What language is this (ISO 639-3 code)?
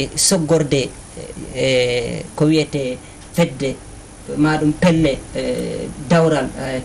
ful